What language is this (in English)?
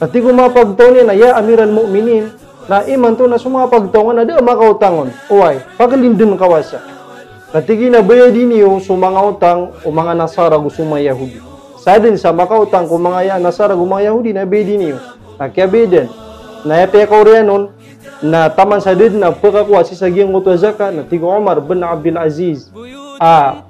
Maranao